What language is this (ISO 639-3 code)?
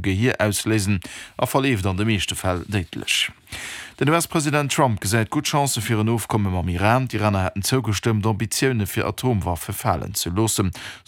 ltz